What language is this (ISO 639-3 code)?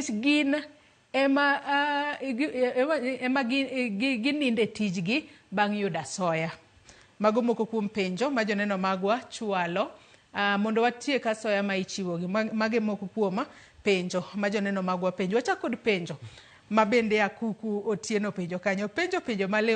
luo